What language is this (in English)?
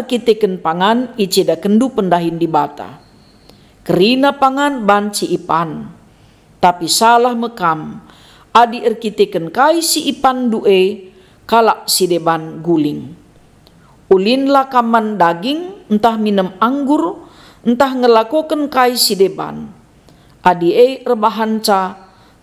Batak Karo